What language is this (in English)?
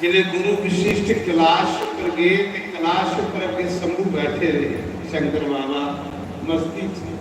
Dogri